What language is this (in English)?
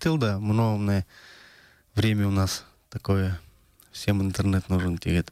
Buriat